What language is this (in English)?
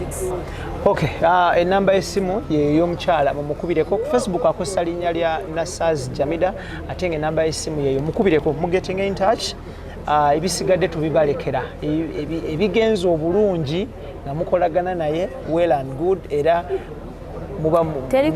Ganda